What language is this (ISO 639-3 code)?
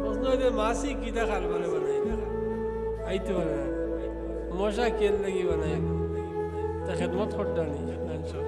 syl